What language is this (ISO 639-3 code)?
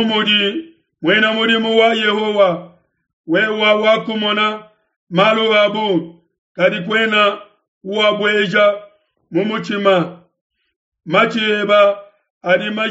lua